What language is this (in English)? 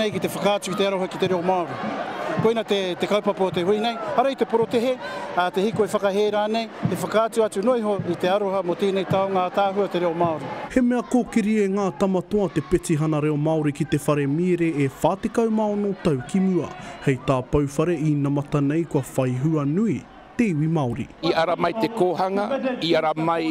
Māori